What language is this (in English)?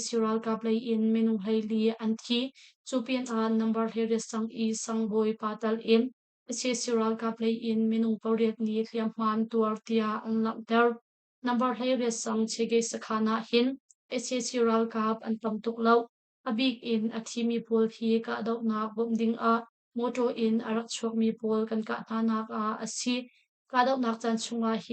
Hakha Chin